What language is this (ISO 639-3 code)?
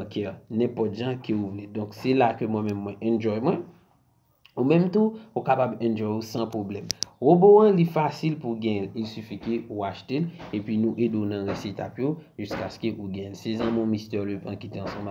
hat